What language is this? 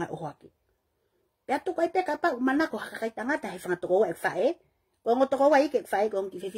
Tongan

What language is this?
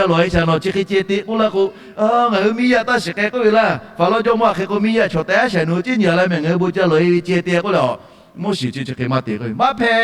Lahu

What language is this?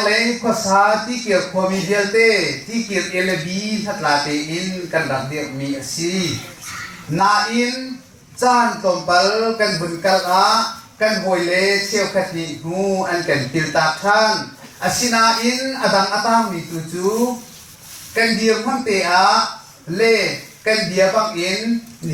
Hakha Chin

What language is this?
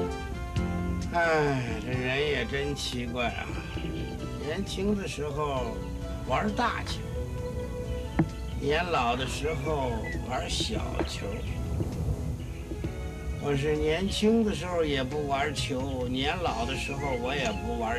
Chinese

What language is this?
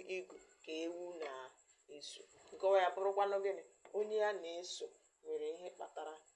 Igbo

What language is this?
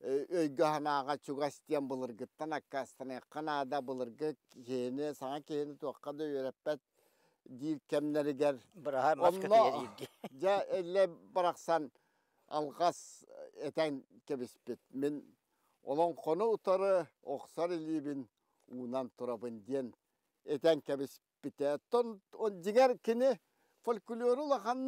Yakut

